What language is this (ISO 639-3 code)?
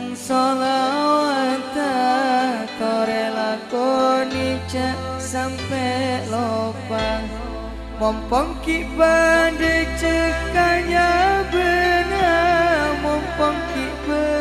mad